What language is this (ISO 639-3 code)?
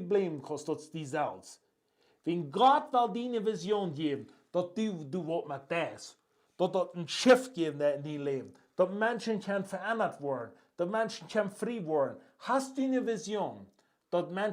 pdt